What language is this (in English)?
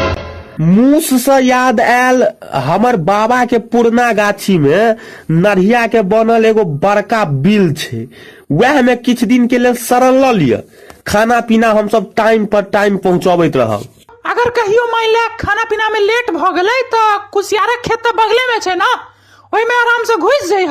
Maithili